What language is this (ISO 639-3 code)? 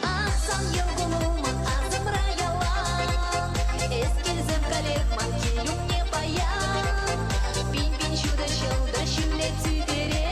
chv